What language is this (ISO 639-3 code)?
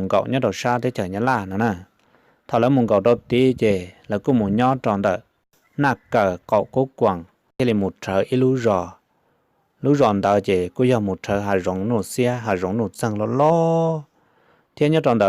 hmn